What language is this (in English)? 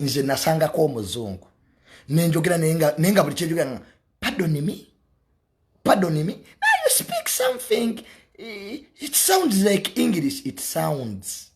Ganda